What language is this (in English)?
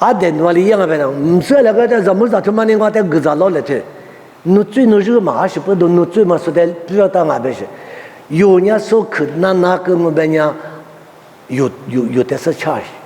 Lisu